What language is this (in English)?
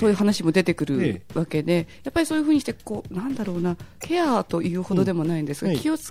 Japanese